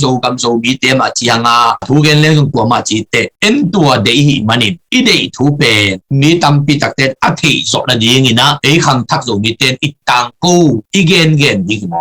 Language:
Tedim Chin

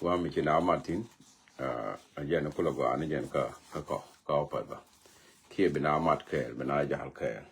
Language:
Nuer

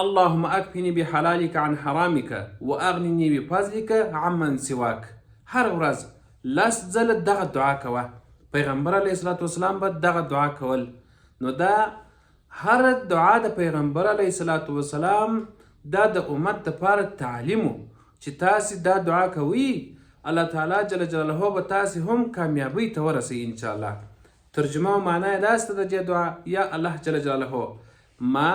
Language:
Pashto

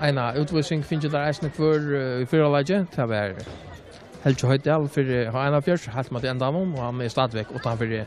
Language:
Faroese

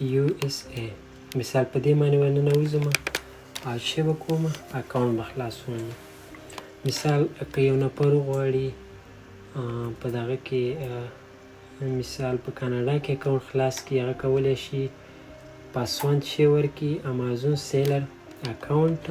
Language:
Pashto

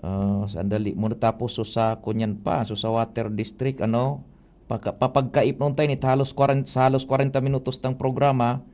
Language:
Bikol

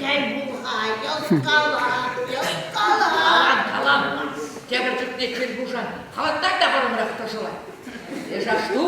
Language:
Chuvash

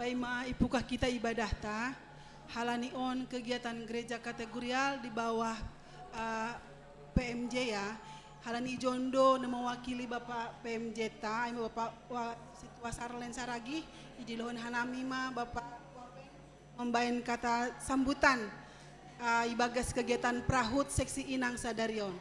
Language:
Batak Simalungun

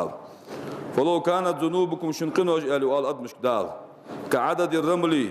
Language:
Ingush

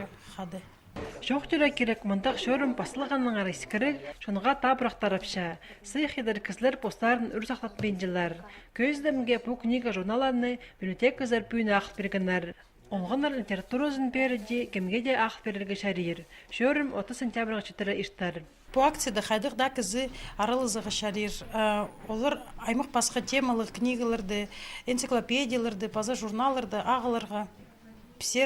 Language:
Khakas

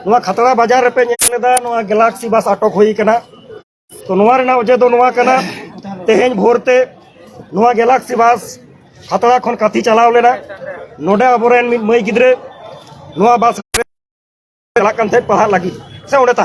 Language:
Santali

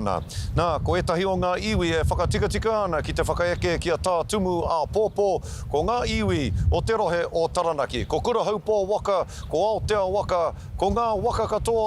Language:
Māori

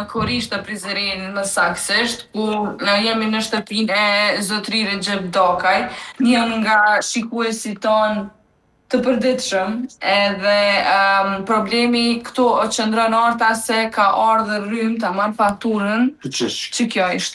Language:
Albanian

